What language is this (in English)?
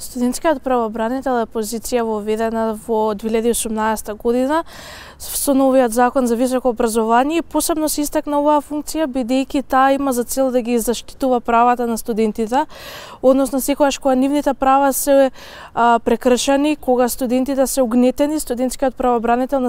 Macedonian